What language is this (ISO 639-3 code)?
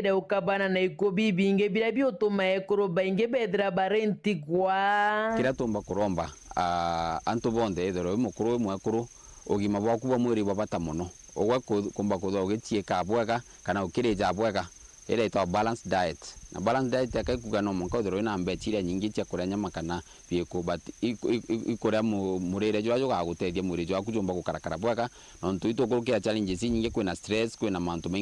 mer